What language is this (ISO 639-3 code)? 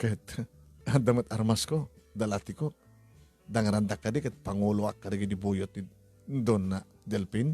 ilo